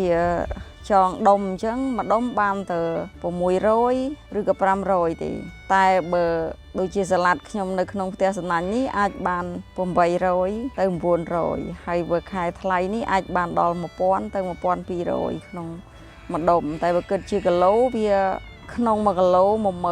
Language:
Khmer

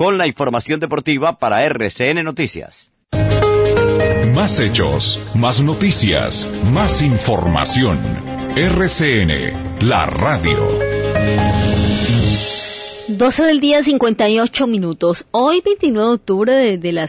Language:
Spanish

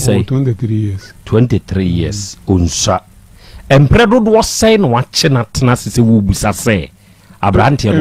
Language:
Akan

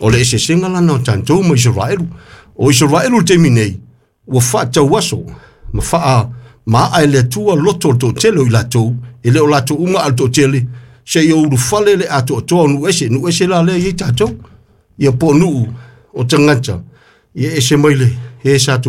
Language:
Samoan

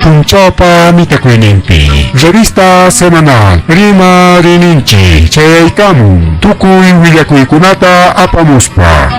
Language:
Ayacucho Quechua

